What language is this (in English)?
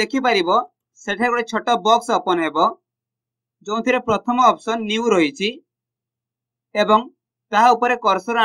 Odia